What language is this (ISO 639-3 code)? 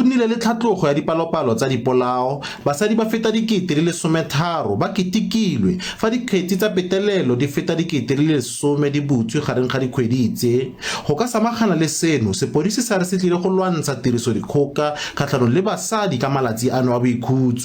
tsn